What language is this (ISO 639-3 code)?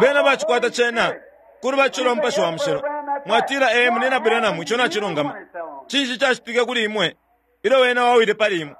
bem